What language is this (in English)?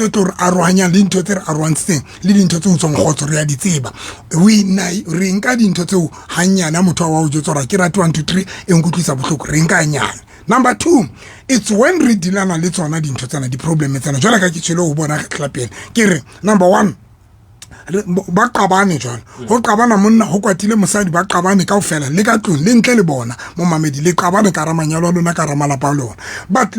Southern Sotho